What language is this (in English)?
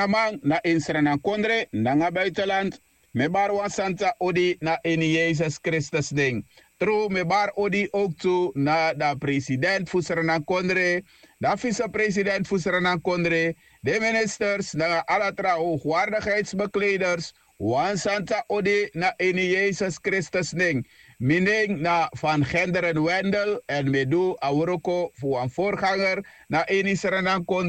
Sranan Tongo